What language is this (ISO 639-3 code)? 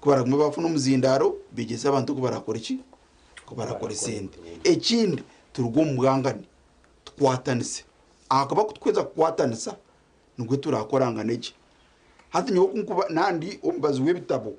nyn